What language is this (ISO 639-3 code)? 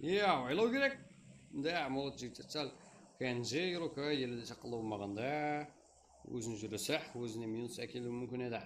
kaa